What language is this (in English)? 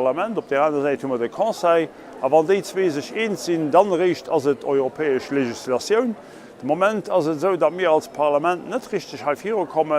Luxembourgish